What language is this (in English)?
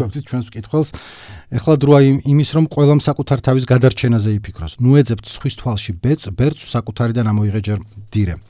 Georgian